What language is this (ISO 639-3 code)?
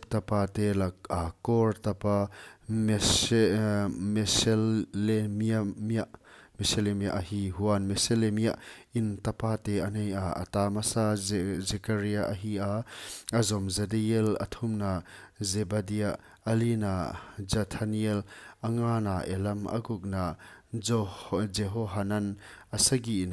pck